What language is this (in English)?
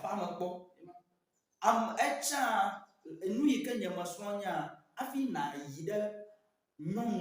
Ewe